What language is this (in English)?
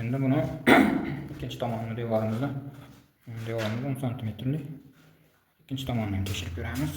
Uzbek